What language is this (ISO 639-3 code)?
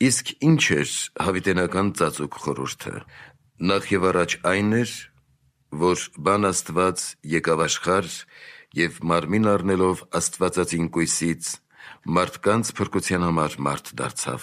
hye